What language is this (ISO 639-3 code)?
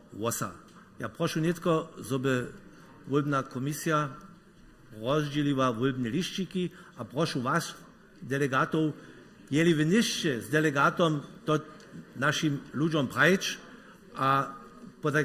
hsb